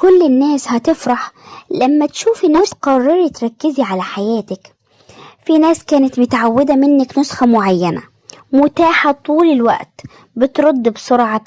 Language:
Egyptian Arabic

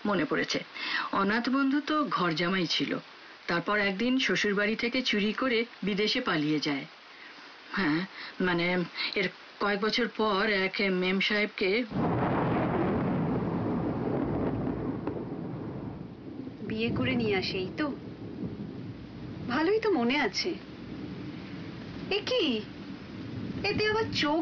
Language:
Bangla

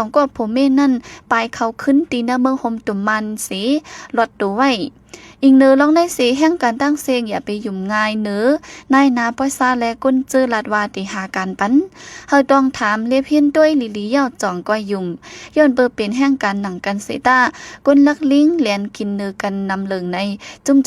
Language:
Shan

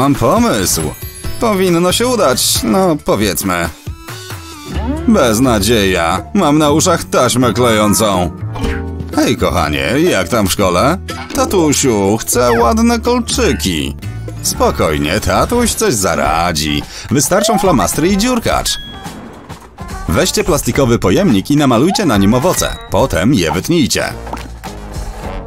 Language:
Polish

